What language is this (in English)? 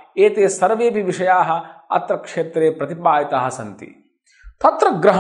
Sanskrit